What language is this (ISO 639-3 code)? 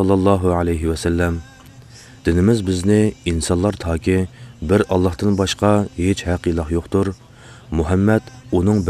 uig